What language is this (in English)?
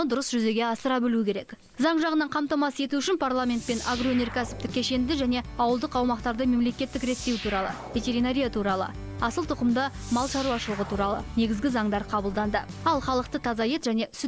Kazakh